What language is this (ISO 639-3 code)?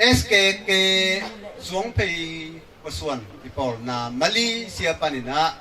ctd